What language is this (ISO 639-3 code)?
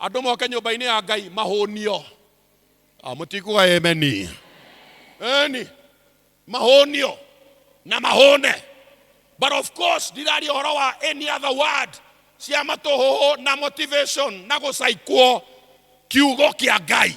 kik